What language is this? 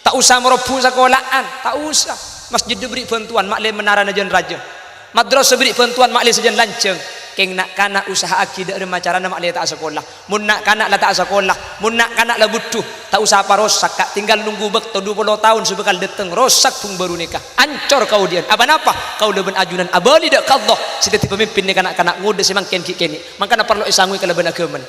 Madurese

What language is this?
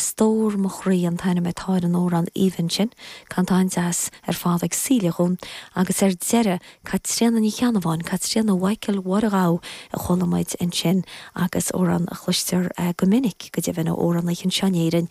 Irish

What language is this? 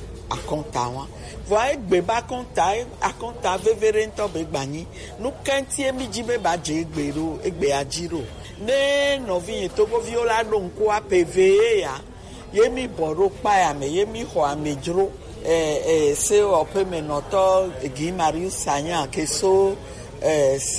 Gen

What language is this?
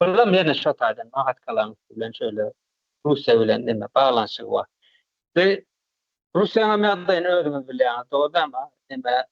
Turkmen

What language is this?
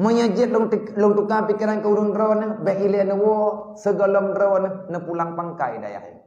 Achinese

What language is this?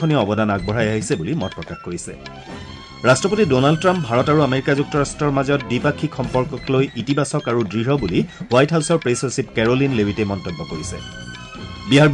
Assamese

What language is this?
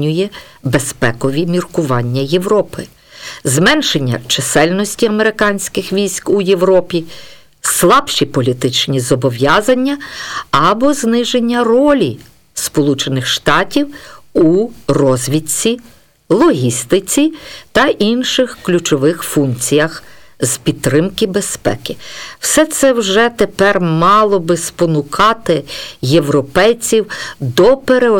Ukrainian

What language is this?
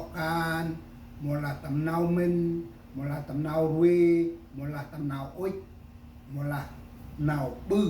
Central Mnong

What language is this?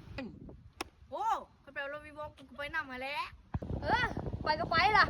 Lao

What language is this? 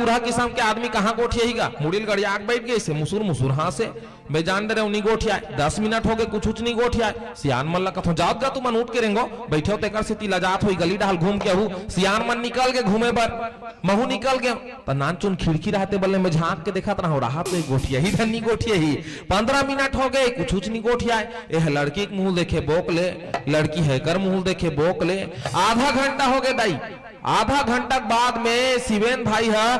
Chhattisgarhi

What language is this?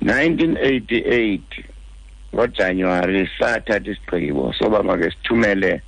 Xhosa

